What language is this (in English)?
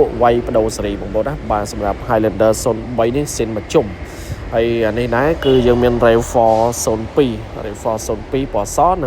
Khmer